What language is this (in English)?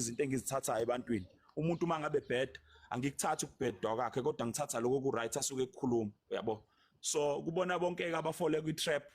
Zulu